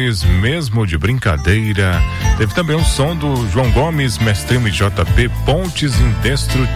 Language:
Portuguese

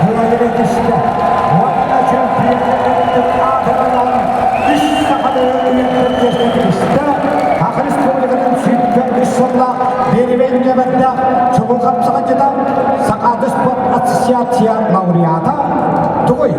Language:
Yakut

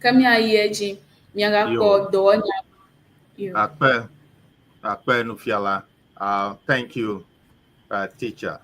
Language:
Ewe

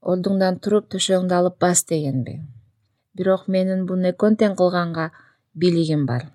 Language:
Kyrgyz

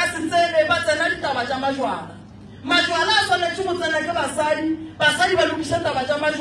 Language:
Northern Sotho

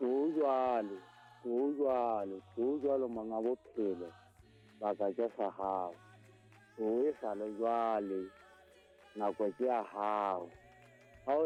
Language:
Southern Sotho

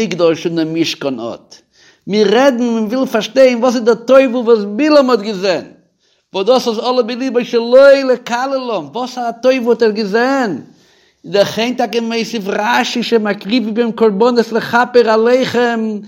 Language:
Yiddish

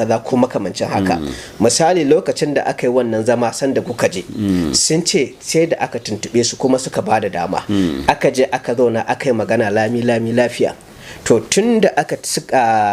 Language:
Hausa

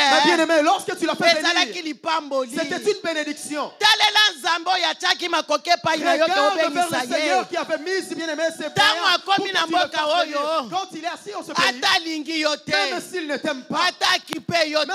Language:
French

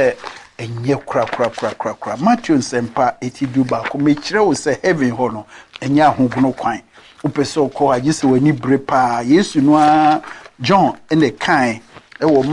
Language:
Akan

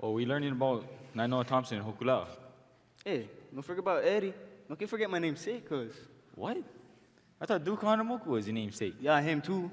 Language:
Hawaiian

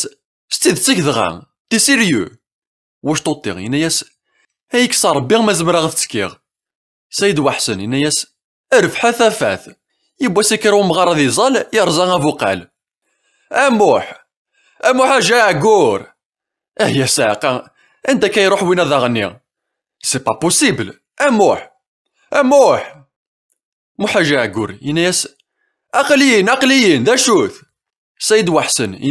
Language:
Kabyle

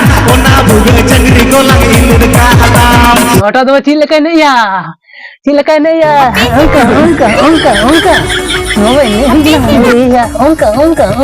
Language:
Santali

